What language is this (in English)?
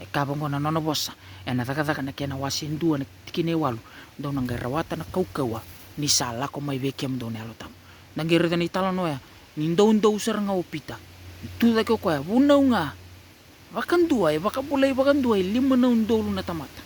Fijian